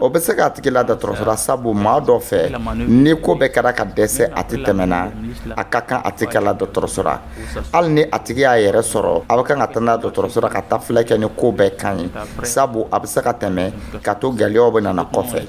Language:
Dyula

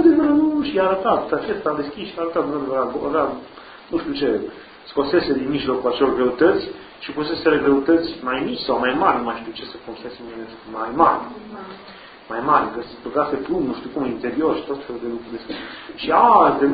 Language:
Romanian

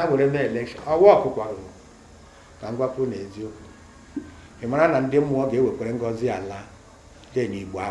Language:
Igbo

